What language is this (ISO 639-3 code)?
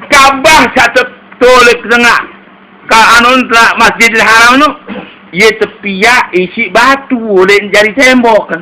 sas